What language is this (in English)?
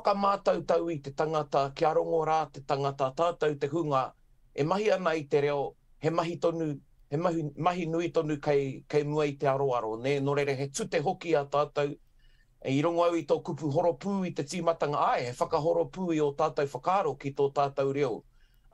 Māori